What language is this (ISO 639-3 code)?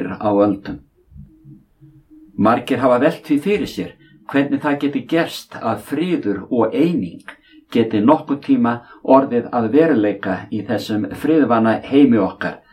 isl